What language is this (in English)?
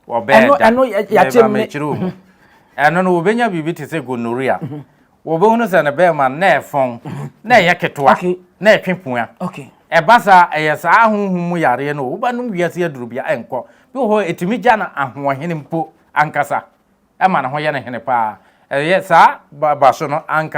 Akan